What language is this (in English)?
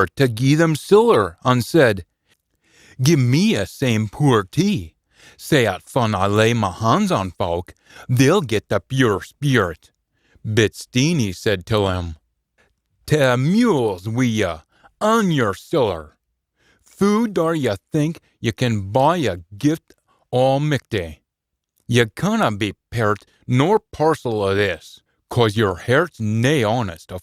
Scots